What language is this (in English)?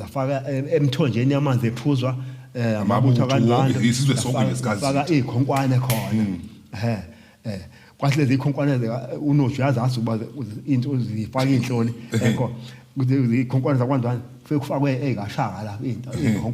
Zulu